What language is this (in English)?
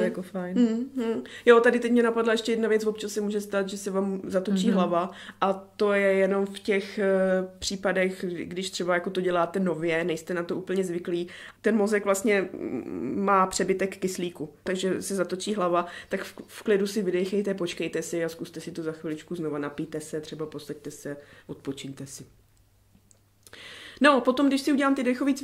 Czech